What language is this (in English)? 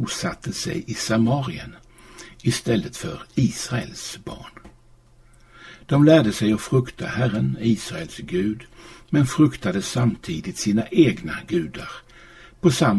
Swedish